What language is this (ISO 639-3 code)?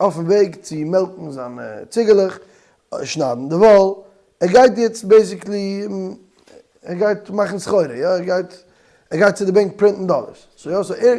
yid